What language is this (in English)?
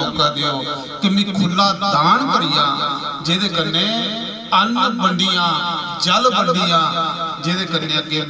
Dogri